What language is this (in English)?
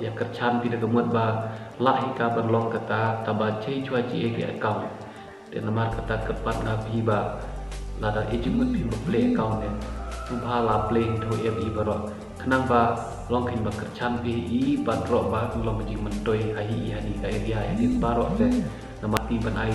Khasi